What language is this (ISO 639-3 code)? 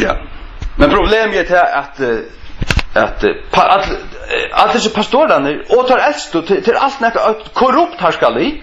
fao